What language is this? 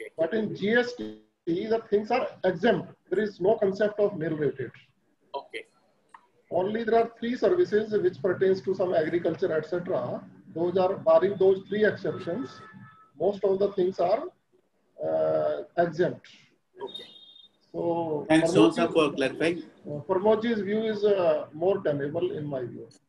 English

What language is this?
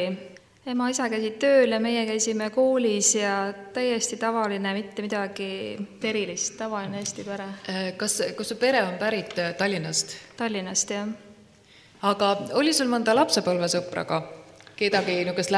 Estonian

